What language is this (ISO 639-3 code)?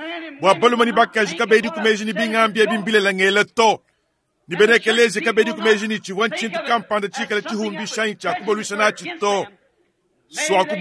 lua